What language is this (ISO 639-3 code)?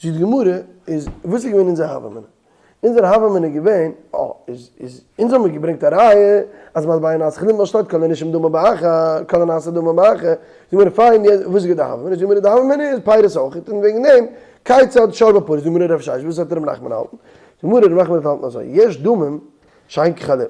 yid